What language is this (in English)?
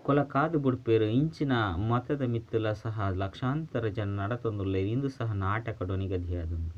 Tulu